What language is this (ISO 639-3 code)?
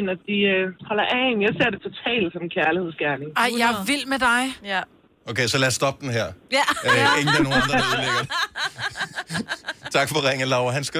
dan